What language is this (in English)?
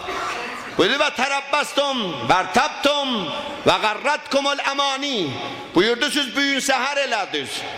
South Azerbaijani